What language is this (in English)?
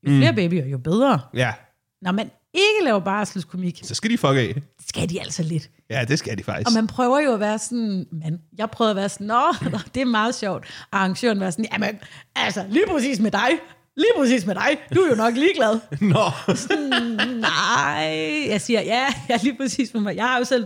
Danish